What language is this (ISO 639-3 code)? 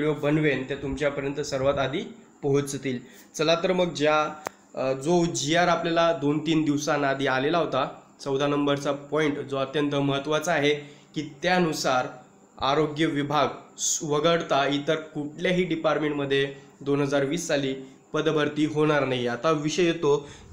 mar